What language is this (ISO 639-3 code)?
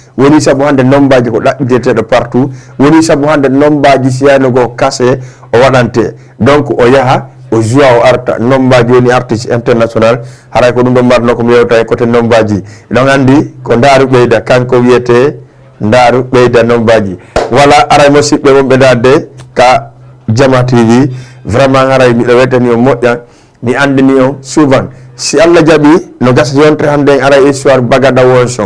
ful